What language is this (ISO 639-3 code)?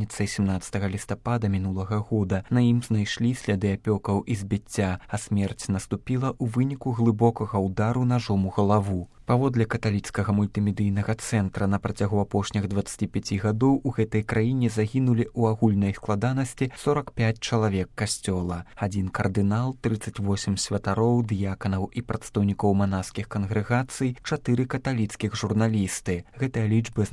bel